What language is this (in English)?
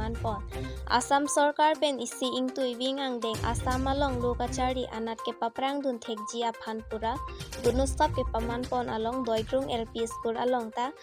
Karbi